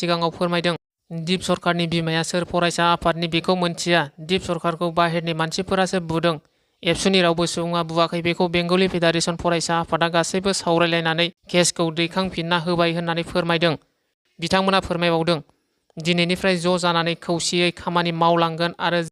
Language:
Bodo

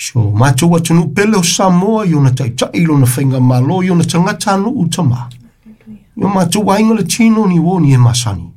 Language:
Samoan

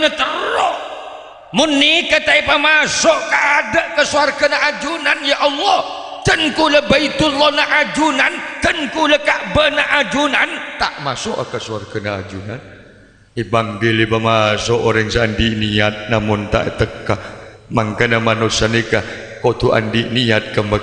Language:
Madurese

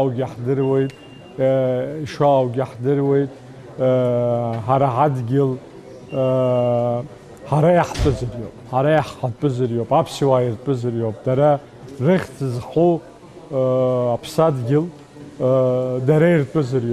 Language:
Abkhazian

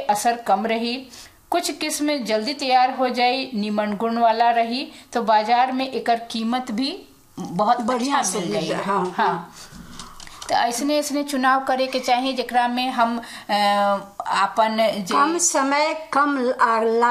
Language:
Bhojpuri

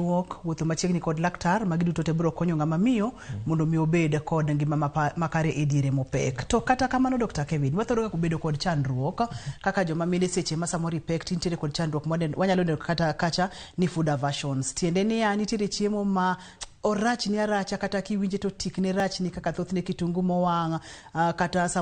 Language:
Luo (Kenya and Tanzania)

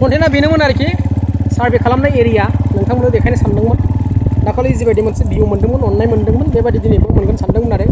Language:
Bodo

